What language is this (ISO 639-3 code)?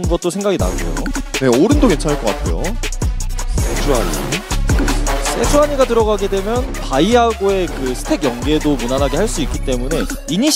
kor